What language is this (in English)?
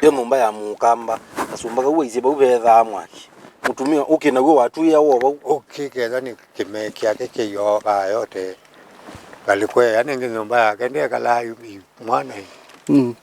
Kamba